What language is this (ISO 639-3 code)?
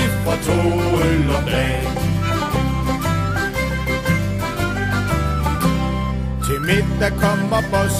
dan